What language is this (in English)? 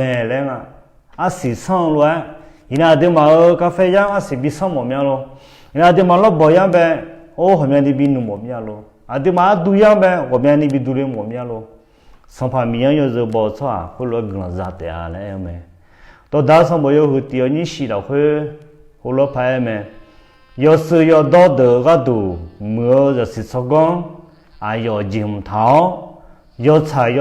Akha